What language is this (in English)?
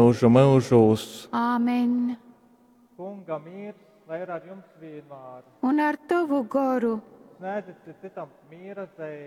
Latgalian